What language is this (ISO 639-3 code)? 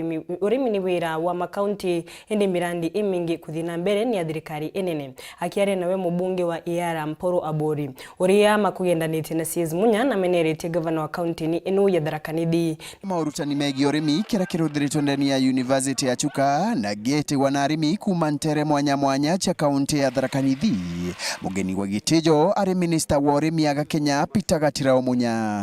mer